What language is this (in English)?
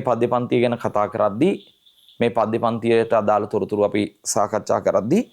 Sinhala